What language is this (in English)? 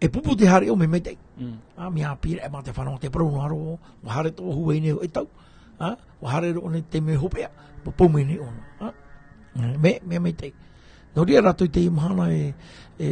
Tahitian